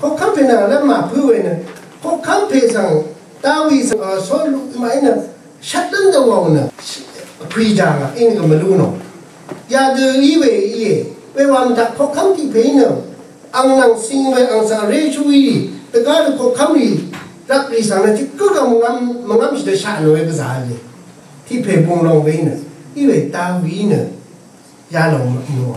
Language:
Rawang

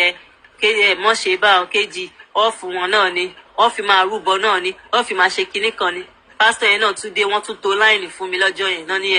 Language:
Yoruba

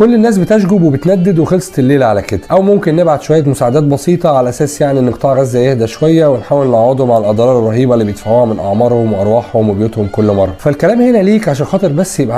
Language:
Egyptian Arabic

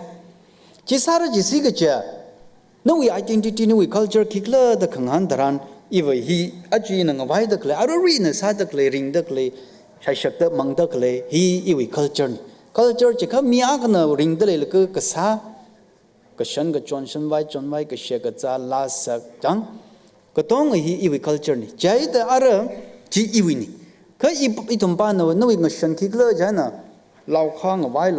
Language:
Tangkhul Naga (India)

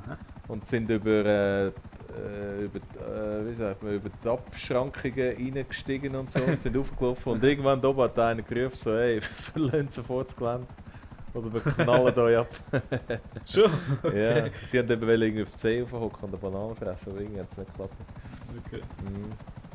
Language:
Swiss German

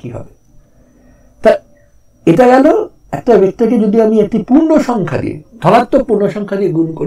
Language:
Bangla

